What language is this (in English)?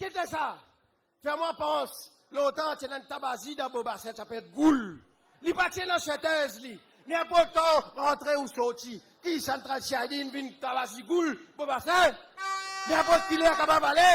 Morisyen